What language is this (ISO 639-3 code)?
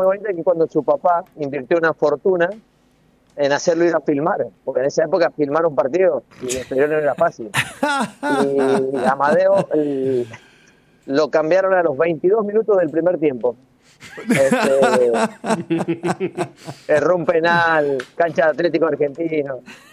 spa